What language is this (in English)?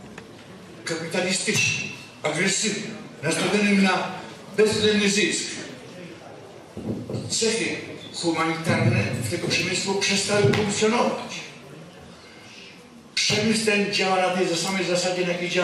Polish